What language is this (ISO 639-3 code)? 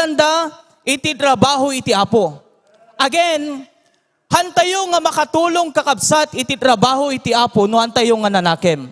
ilo